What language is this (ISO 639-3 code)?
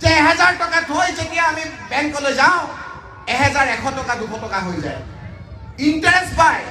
asm